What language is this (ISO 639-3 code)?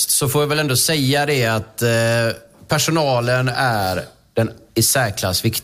swe